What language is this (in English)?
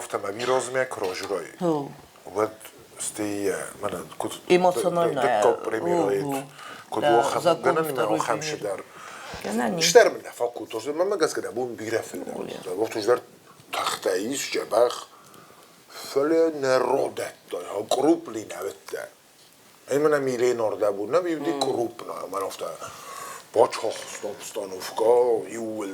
Ossetic